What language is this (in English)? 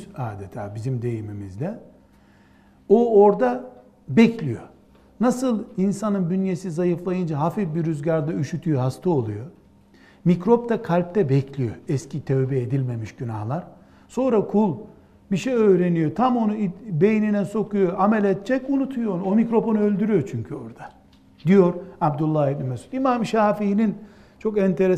Turkish